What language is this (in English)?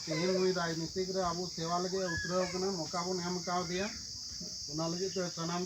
Santali